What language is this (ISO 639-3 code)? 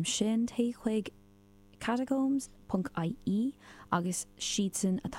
gle